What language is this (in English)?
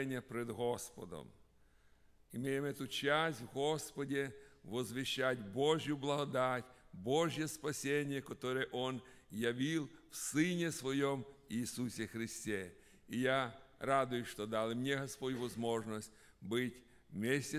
Russian